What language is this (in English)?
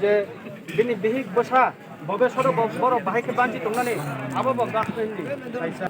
Kok Borok